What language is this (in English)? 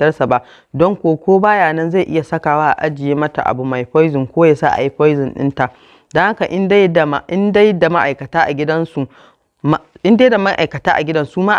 Hausa